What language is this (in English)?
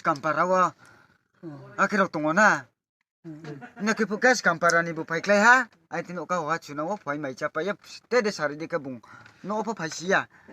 Riang (India)